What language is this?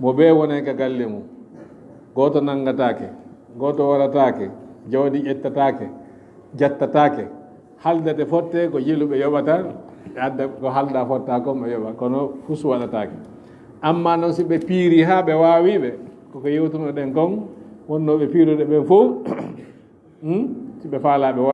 Fula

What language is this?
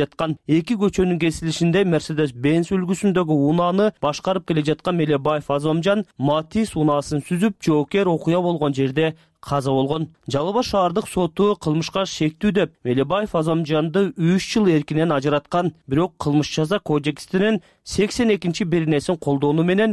Kyrgyz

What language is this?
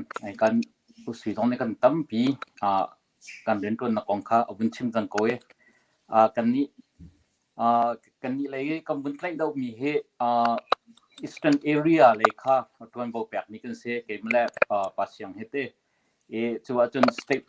Hakha Chin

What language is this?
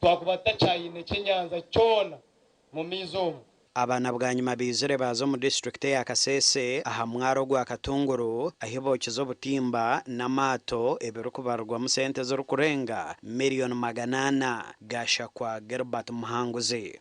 Nyankole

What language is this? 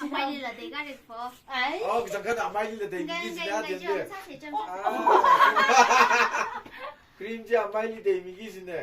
Tangkhul Naga (India)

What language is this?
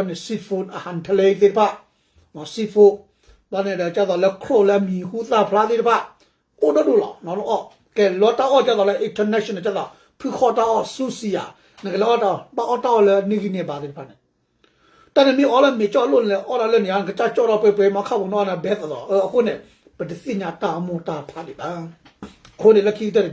S'gaw Karen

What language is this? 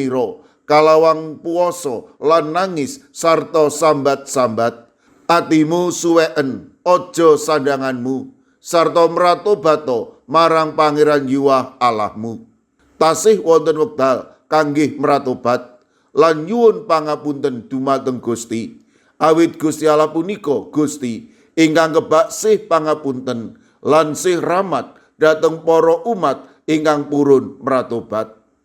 Javanese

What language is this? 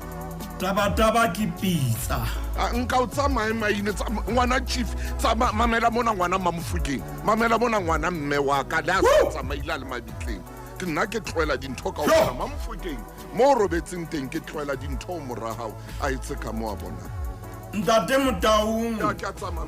Southern Sotho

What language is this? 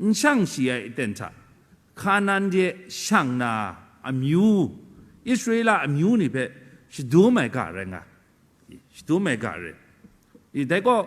Kachin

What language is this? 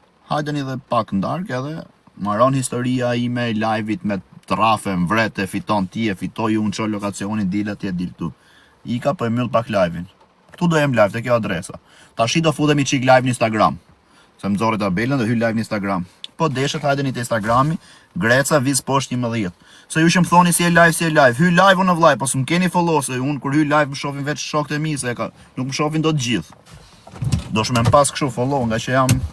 Albanian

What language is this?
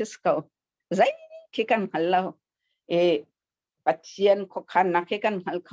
Hakha Chin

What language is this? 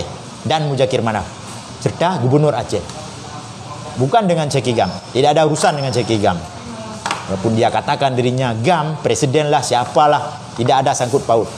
Indonesian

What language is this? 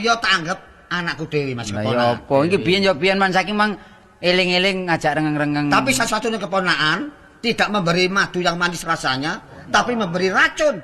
Javanese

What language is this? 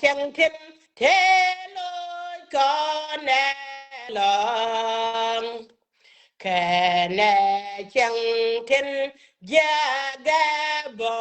Nuer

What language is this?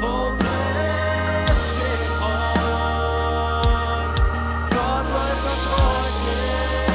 Plautdietsch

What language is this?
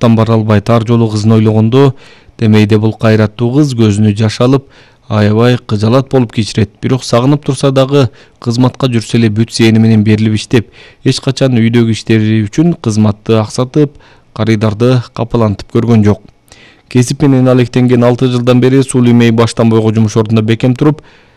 Kyrgyz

